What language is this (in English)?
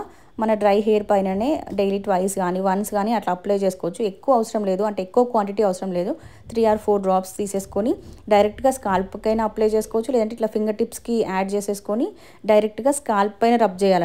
Telugu